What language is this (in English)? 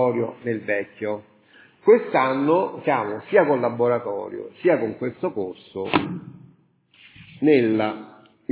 Italian